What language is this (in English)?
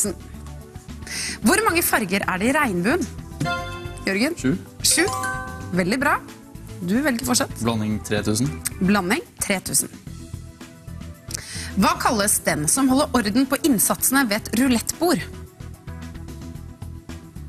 Norwegian